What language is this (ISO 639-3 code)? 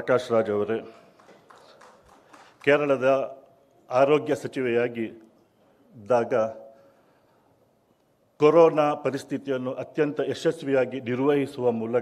kan